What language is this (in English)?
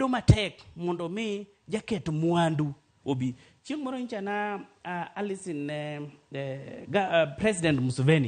Luo (Kenya and Tanzania)